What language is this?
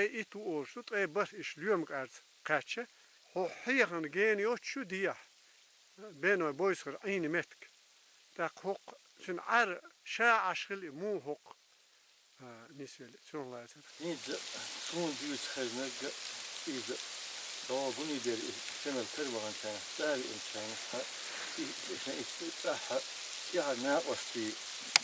Chechen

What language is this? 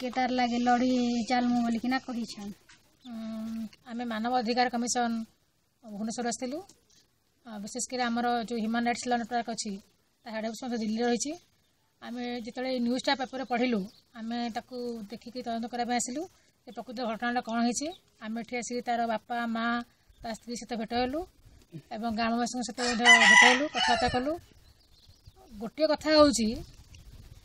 Odia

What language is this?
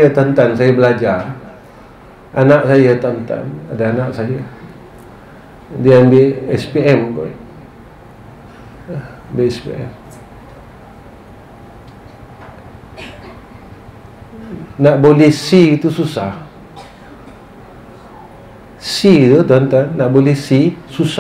Malay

